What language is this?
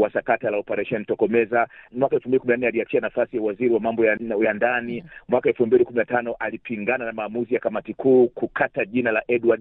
Swahili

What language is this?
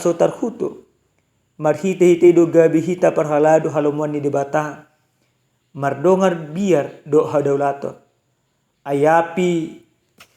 Batak Toba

